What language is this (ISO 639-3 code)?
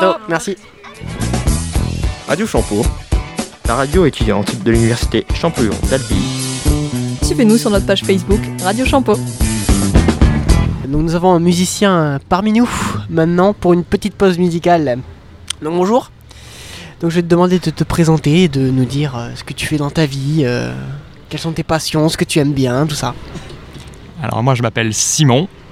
fra